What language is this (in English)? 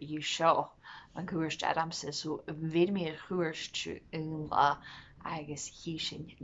Scottish Gaelic